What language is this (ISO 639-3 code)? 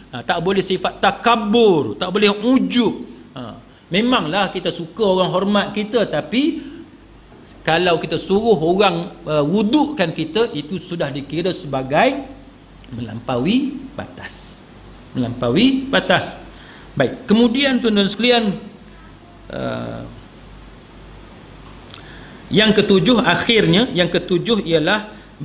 msa